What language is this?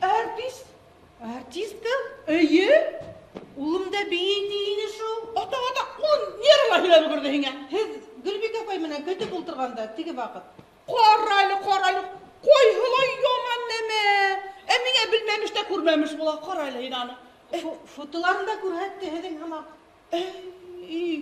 Bashkir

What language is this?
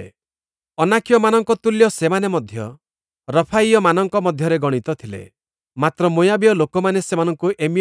Odia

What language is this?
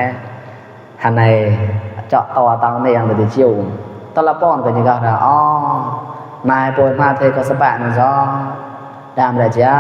Mon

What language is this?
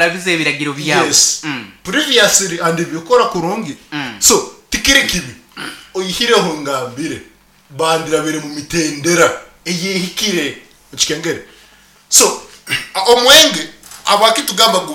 Nyankole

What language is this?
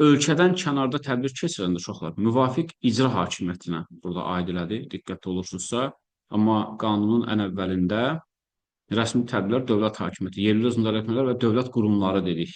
Azerbaijani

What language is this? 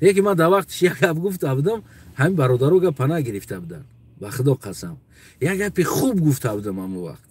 Tajik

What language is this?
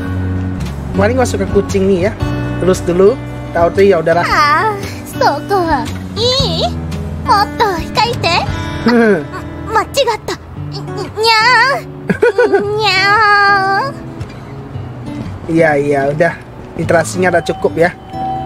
Indonesian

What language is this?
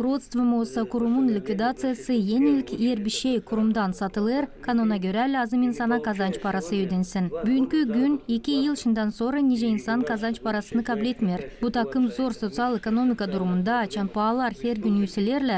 Gagauz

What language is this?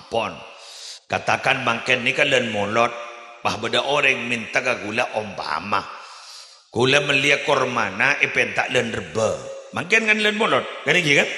Madurese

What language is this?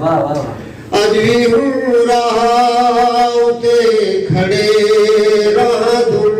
Saraiki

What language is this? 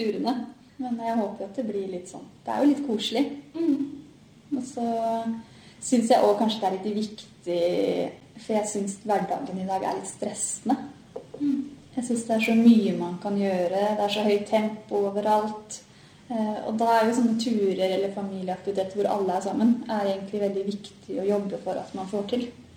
Norwegian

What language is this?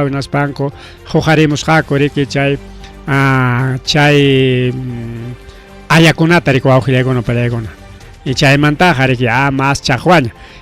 Ayacucho Quechua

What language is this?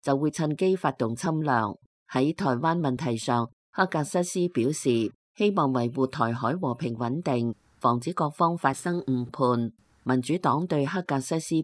Cantonese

